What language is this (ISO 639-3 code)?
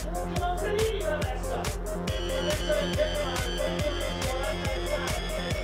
ita